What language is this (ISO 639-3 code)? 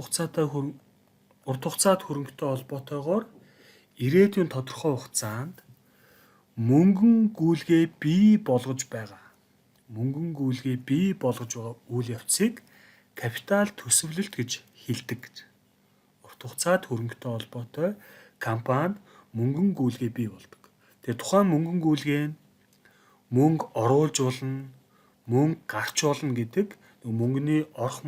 mon